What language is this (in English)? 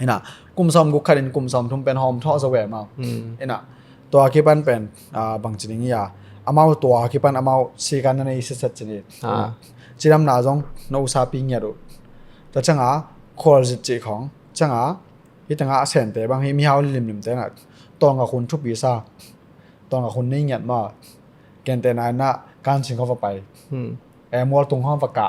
Tedim Chin